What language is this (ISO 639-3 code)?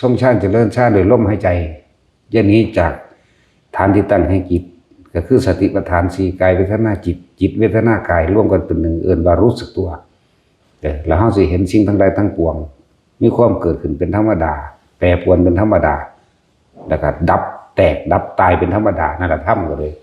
lao